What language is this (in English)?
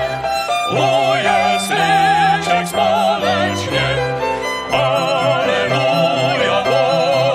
Czech